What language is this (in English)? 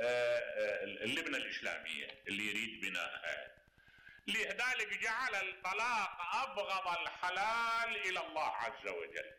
Mesopotamian Arabic